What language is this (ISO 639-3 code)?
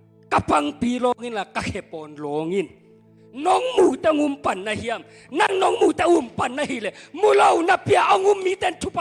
ctd